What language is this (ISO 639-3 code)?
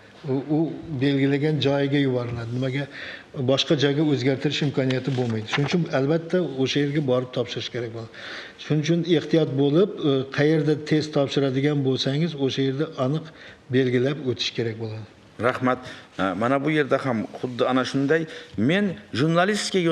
uzb